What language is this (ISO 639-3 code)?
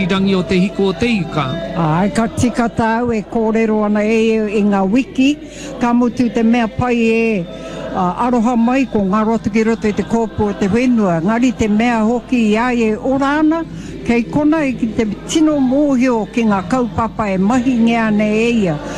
mri